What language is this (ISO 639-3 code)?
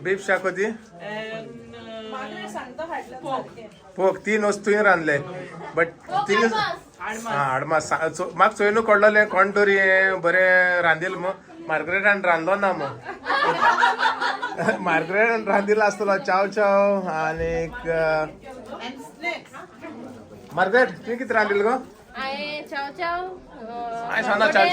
kok